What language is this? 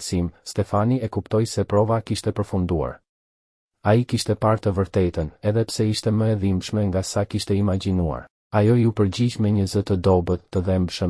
Albanian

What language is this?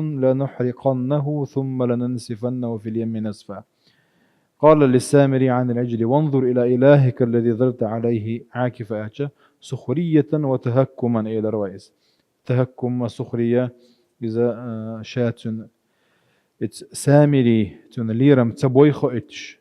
Chechen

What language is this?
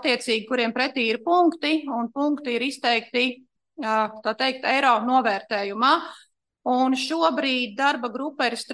Latvian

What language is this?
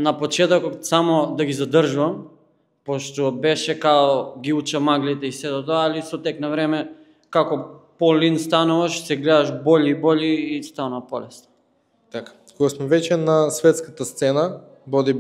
Macedonian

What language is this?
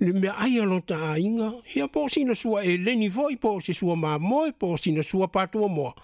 Samoan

